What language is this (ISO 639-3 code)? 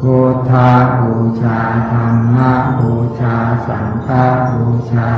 pli